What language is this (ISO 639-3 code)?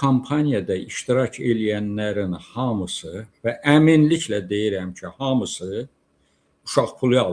aze